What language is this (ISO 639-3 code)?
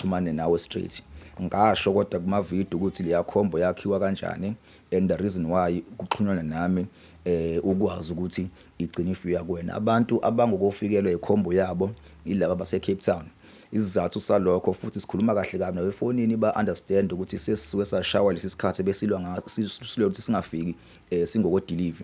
zul